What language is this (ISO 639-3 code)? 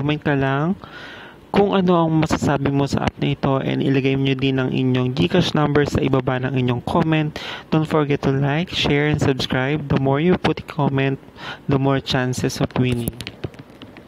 fil